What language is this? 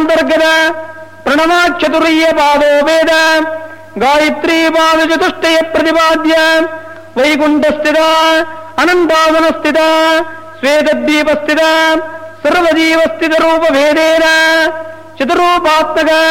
Sanskrit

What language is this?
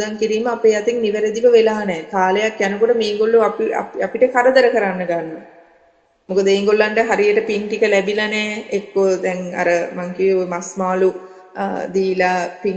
Sinhala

